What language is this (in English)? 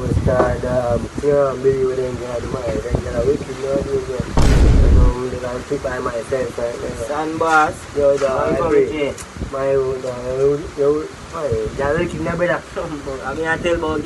Jamaican Creole English